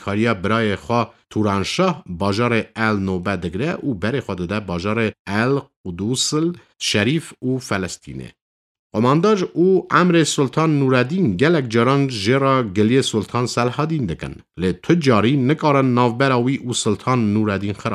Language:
Kurdish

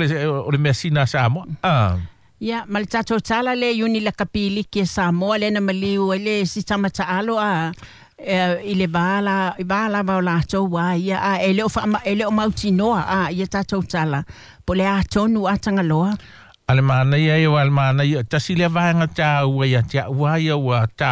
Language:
Samoan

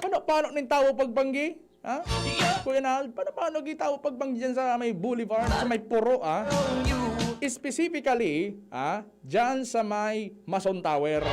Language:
Bikol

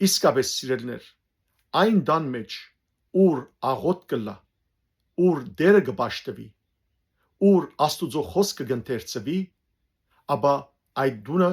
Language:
Western Armenian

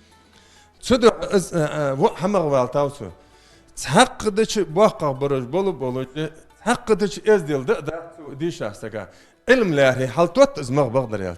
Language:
Ingush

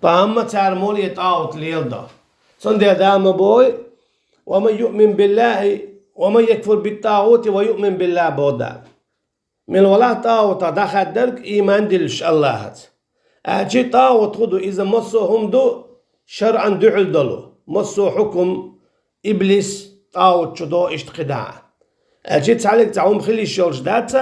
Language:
Chechen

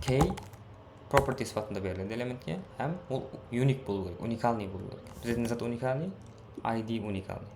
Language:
Kara-Kalpak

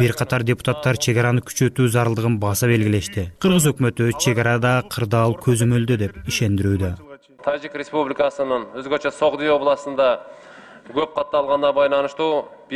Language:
Kyrgyz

